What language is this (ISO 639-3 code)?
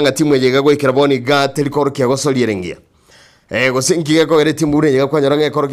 guz